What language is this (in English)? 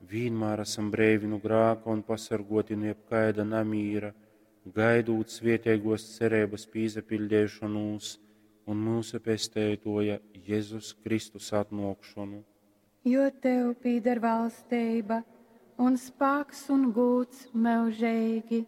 Latgalian